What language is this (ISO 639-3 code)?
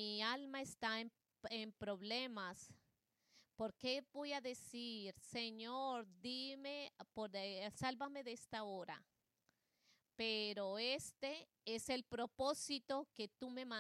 spa